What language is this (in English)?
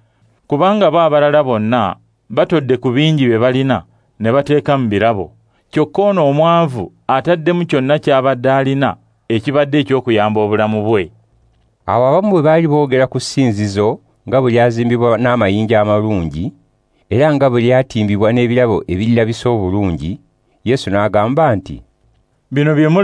Ganda